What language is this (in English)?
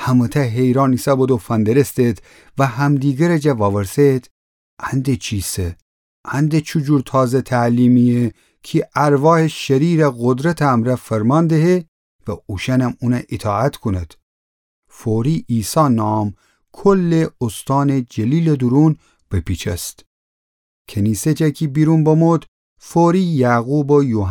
Gilaki